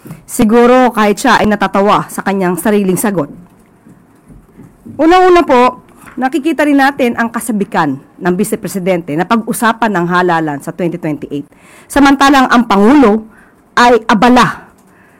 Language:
Filipino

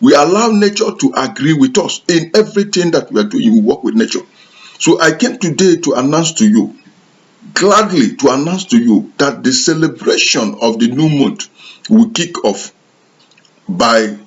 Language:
Igbo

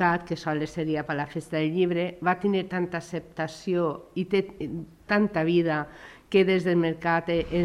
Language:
Catalan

